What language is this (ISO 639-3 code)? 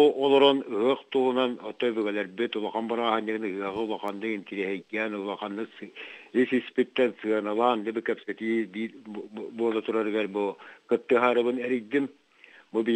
sah